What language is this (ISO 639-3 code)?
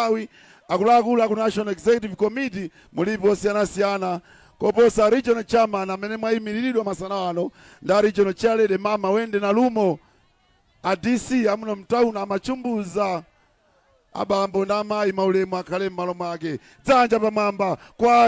nya